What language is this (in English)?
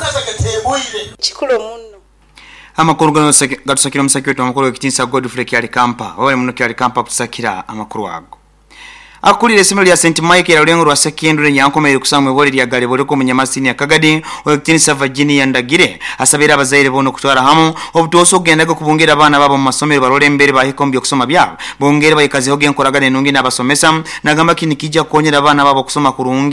Nyoro